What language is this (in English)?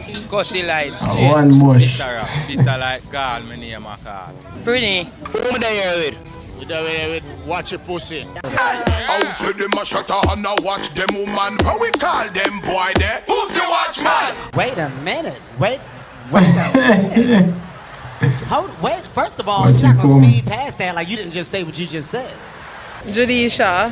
Jamaican Creole English